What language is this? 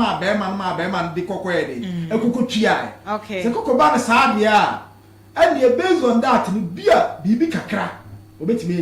Akan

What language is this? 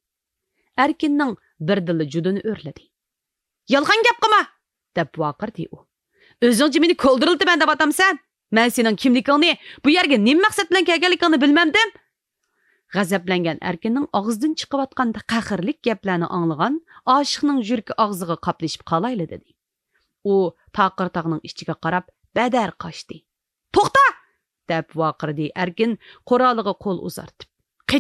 Uyghur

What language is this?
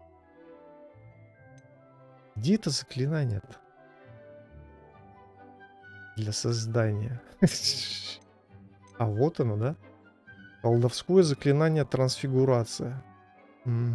Russian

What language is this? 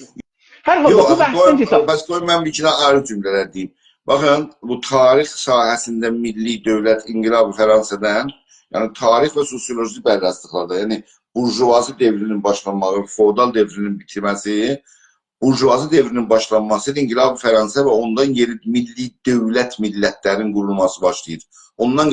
South Azerbaijani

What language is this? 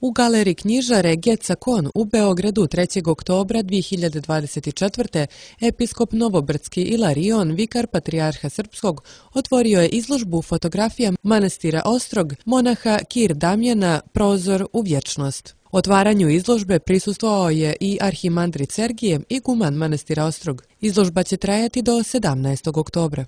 Serbian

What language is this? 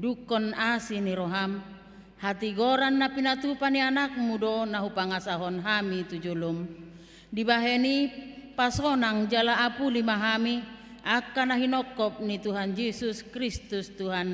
Batak Toba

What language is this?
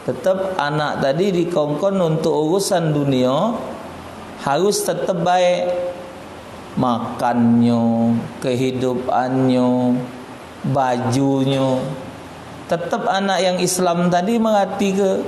Musi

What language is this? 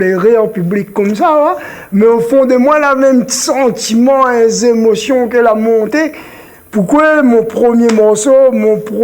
Réunion Creole French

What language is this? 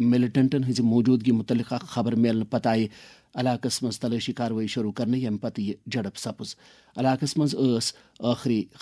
Kashmiri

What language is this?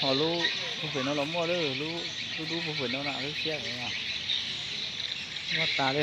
Hmong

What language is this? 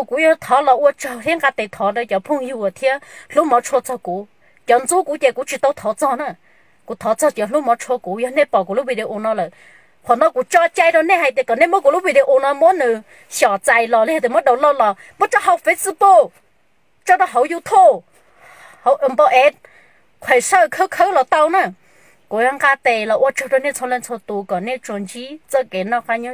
Hmong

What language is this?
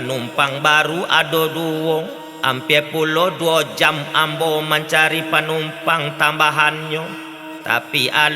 Minangkabau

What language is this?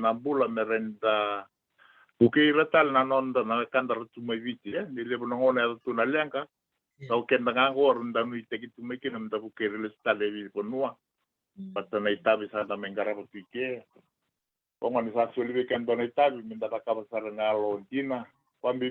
Fijian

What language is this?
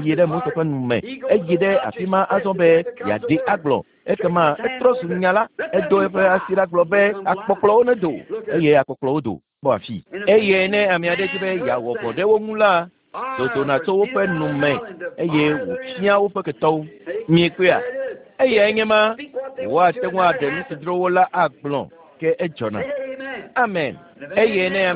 Ewe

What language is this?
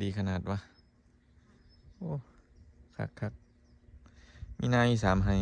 Lao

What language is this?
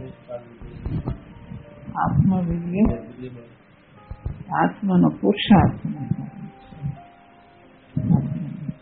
Gujarati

